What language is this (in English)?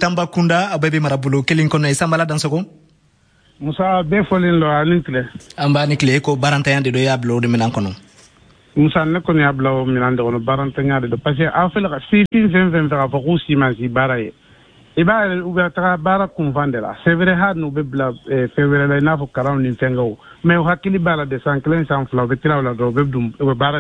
Bambara